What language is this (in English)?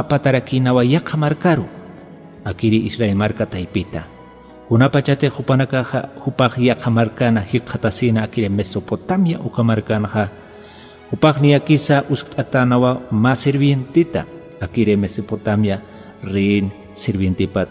Aymara